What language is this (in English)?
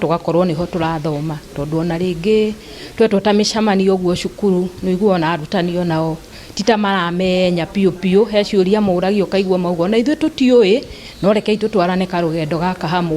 Kikuyu